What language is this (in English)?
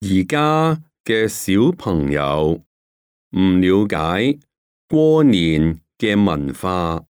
Cantonese